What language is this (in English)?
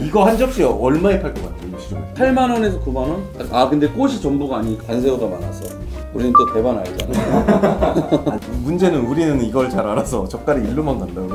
Korean